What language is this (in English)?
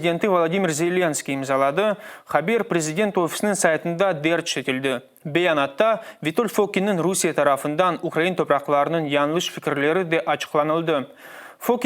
Crimean Tatar